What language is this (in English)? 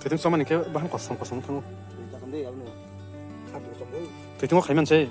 Kok Borok